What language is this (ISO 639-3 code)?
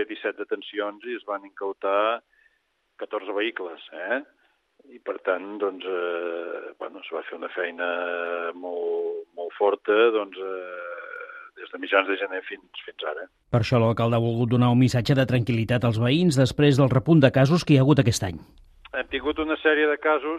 cat